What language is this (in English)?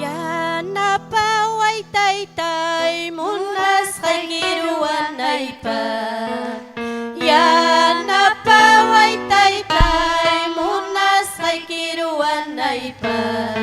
Ayacucho Quechua